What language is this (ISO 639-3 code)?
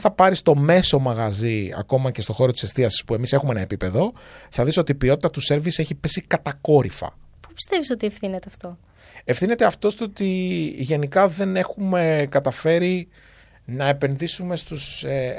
ell